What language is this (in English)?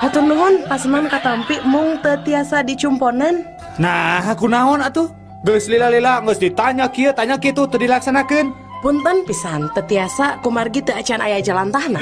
Sundanese